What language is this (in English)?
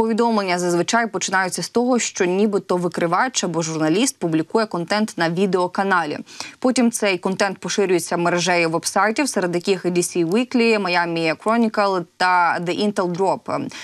Ukrainian